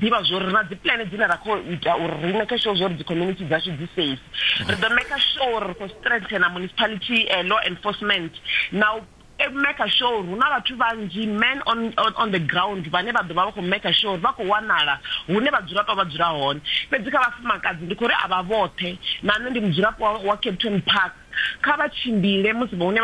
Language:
Venda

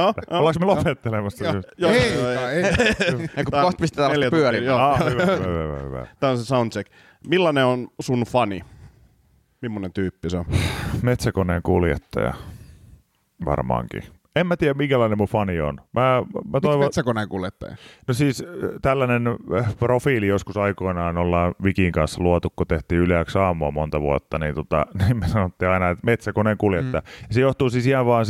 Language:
Finnish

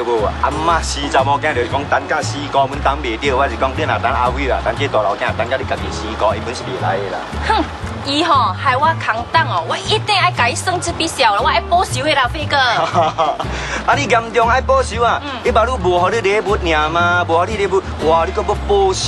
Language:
Min Nan Chinese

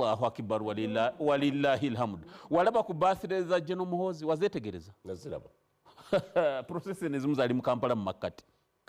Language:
Ganda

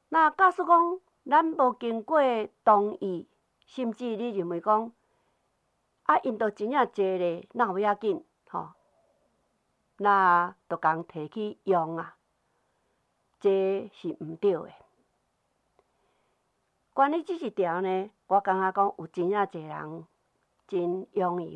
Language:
Min Nan Chinese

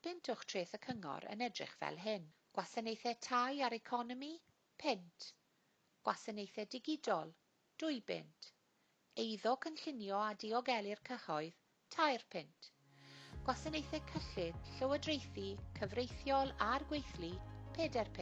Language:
Welsh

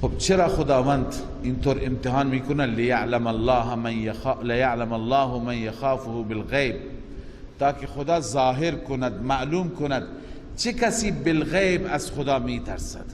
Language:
Persian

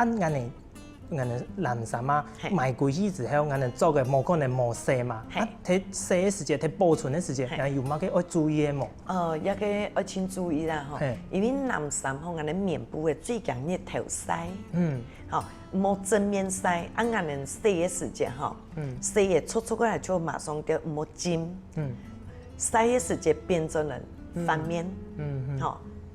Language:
Hakka Chinese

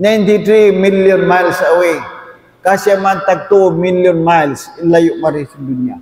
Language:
Tausug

